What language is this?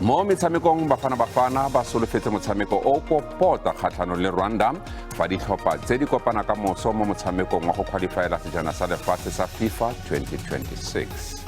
Tswana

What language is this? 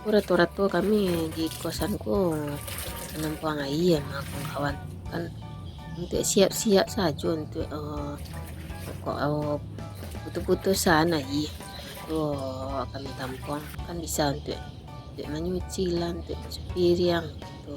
Minangkabau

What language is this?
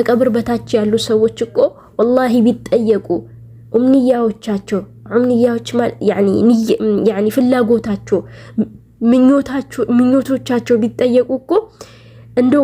Amharic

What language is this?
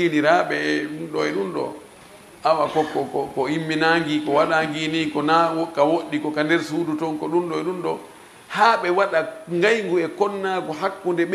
Fula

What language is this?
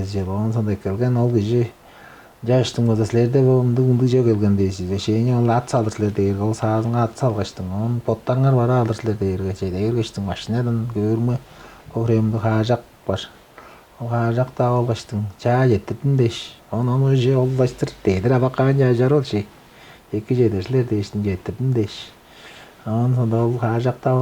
Tuvinian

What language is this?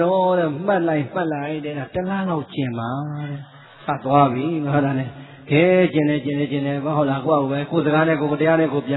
Burmese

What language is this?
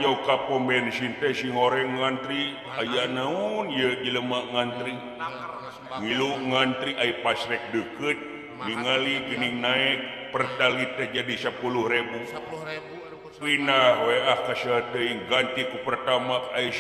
Sundanese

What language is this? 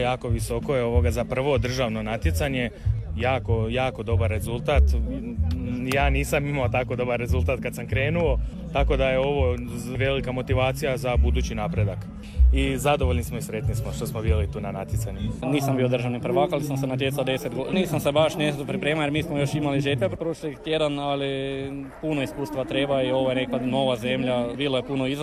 Croatian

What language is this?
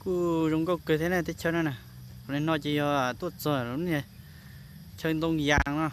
Hmong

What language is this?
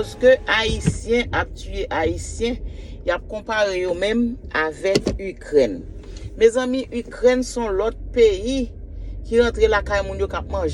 Haitian Creole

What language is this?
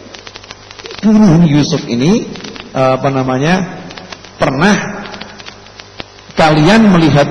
Indonesian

